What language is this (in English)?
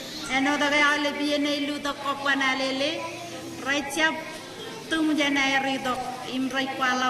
Marshallese